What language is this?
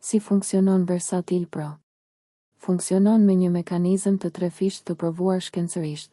Albanian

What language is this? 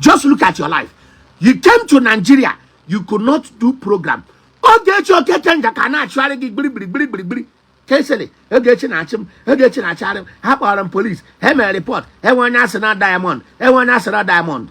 Igbo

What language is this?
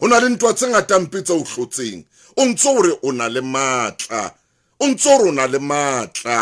Southern Sotho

